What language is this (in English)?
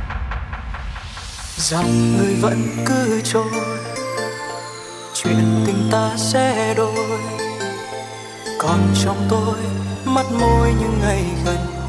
Vietnamese